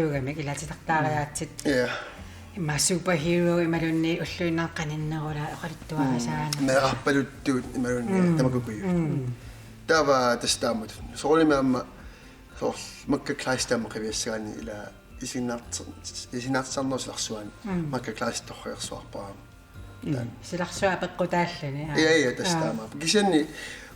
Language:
Kalaallisut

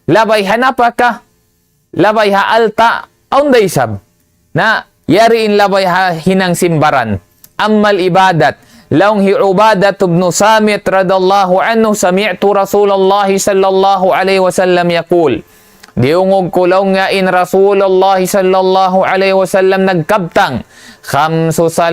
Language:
Tausug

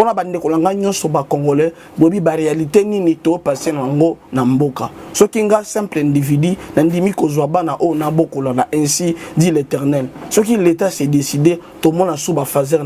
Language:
Lingala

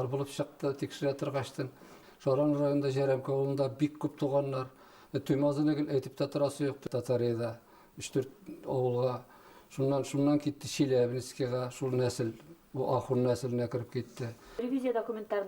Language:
Bashkir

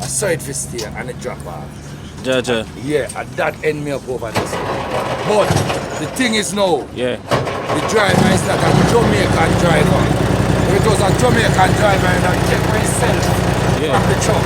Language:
Jamaican Creole English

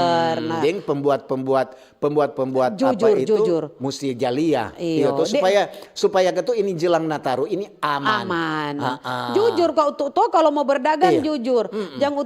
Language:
Manado Malay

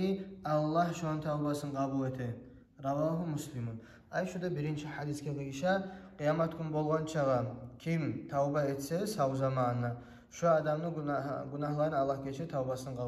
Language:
Kumyk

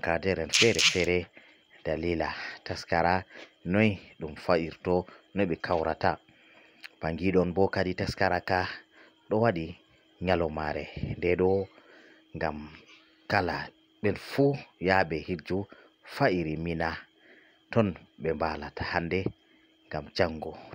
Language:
Fula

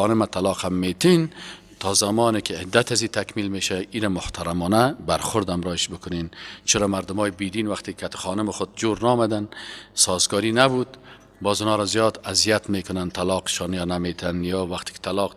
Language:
Persian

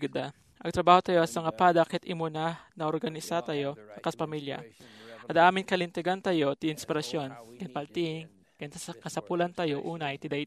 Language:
Iloko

